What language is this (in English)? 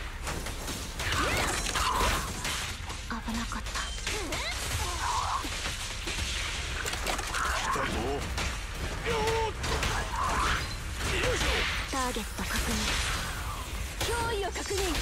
Japanese